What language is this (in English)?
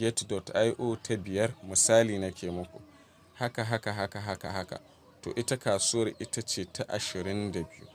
Hausa